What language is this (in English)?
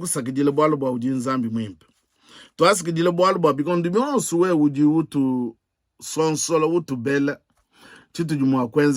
Luba-Lulua